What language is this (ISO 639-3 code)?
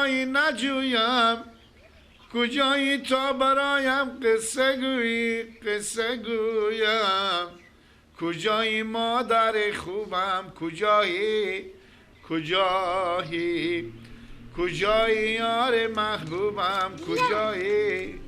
fas